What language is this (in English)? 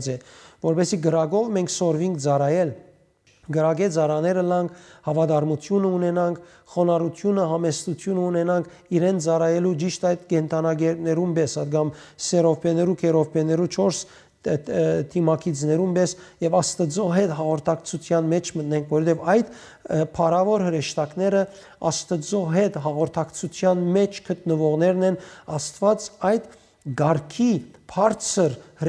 Western Armenian